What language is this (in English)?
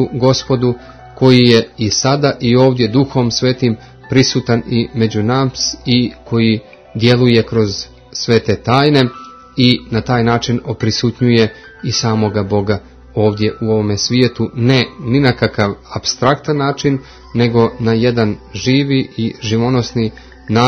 Croatian